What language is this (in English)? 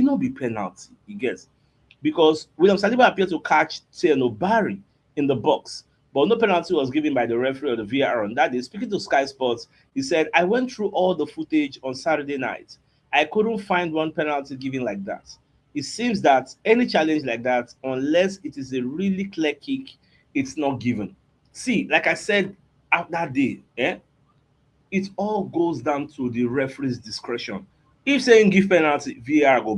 Nigerian Pidgin